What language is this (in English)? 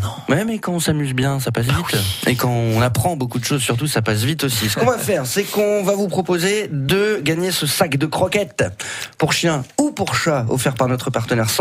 French